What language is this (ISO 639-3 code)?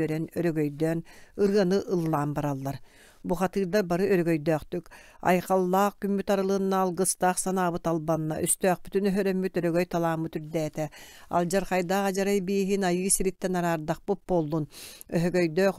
sah